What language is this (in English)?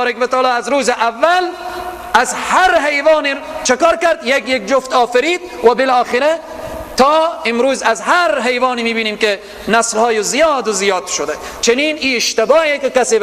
Persian